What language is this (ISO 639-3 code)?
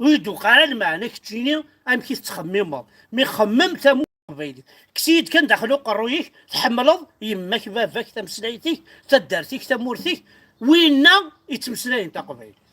kab